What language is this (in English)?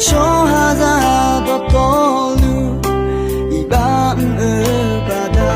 Akha